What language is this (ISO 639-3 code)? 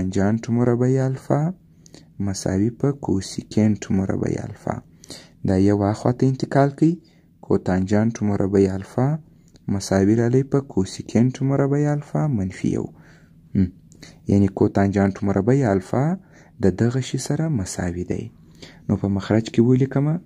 pus